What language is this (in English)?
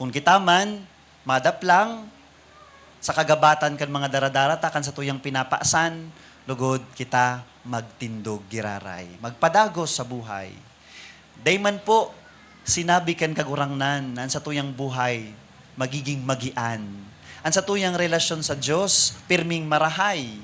Bikol